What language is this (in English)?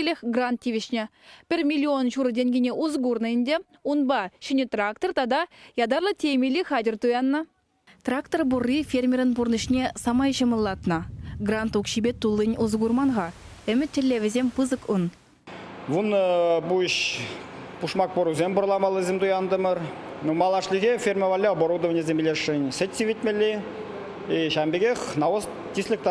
Chuvash